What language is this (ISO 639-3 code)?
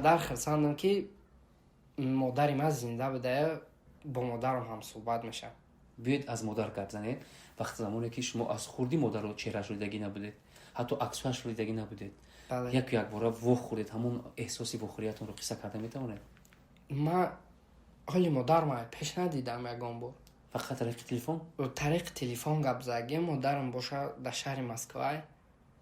tgk